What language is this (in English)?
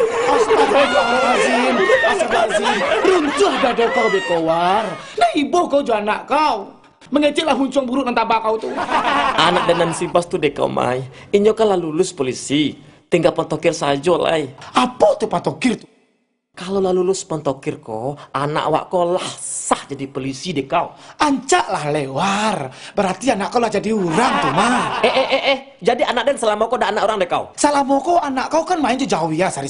Minangkabau